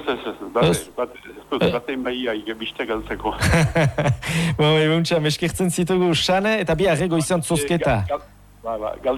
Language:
Basque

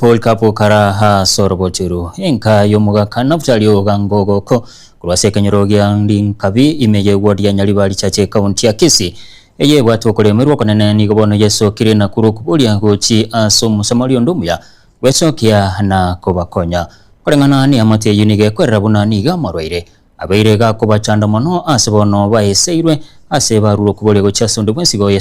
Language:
Gusii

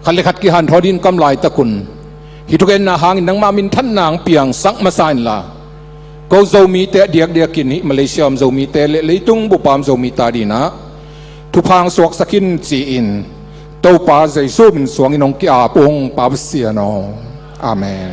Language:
Tedim Chin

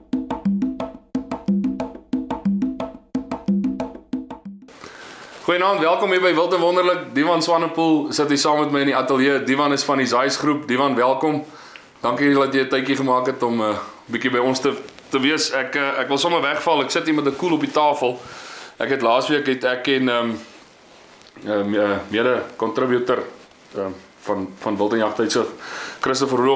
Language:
Afrikaans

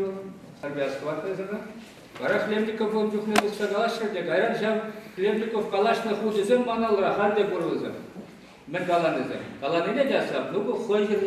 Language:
Chuvash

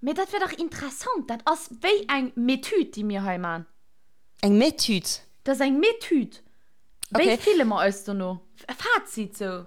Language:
Luxembourgish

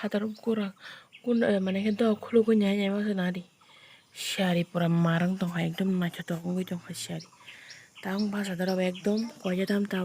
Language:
Kok Borok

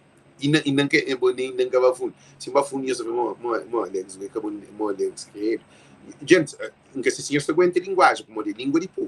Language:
Kabuverdianu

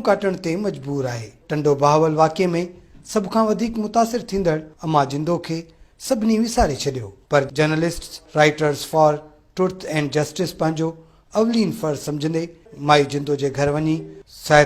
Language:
Sindhi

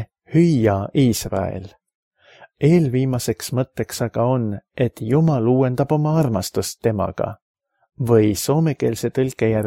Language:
Estonian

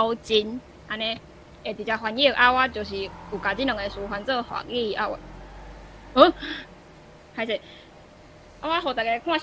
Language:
Min Nan Chinese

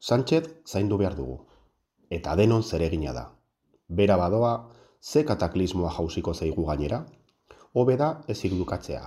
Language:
Basque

